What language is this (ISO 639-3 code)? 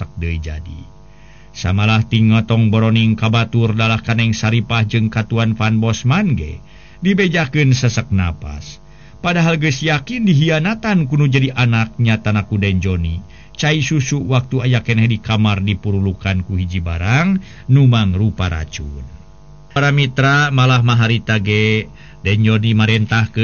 sun